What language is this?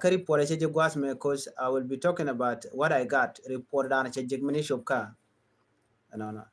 Nuer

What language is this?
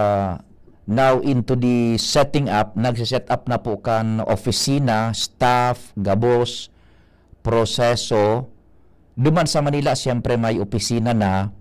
Bikol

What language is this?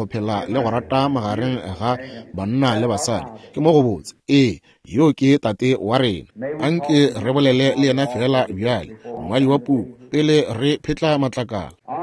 Northern Sotho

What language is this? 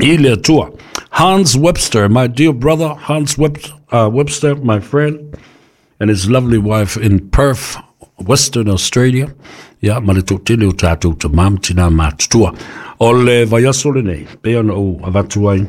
Samoan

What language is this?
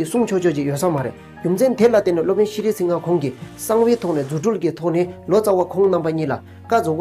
Tibetan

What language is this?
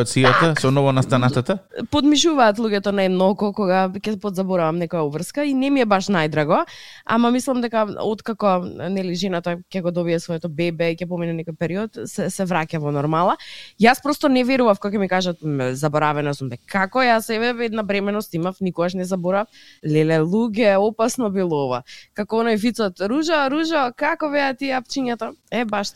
Macedonian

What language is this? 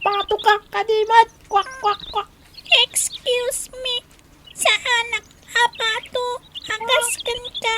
Iloko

